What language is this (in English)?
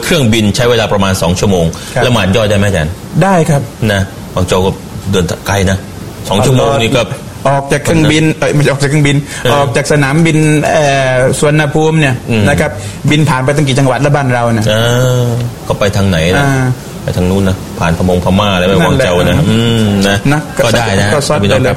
Thai